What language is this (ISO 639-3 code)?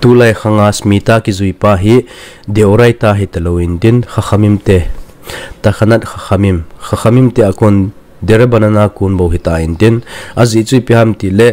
tcz